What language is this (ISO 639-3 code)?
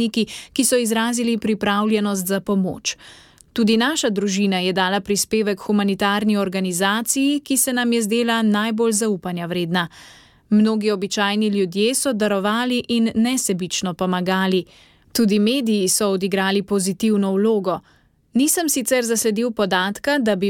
slv